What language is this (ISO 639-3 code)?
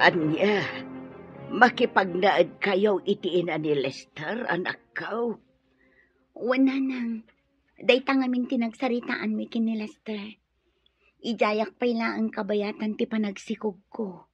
ilo